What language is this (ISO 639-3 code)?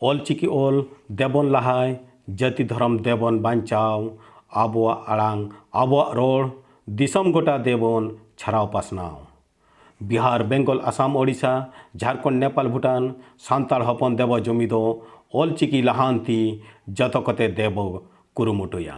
sat